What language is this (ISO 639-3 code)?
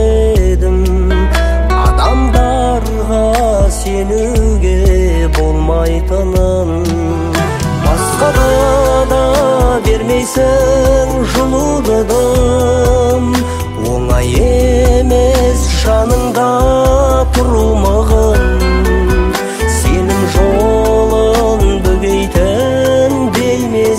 kaz